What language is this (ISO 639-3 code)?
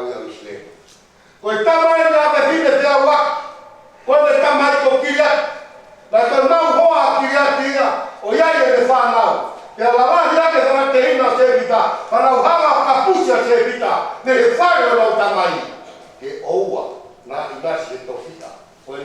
ton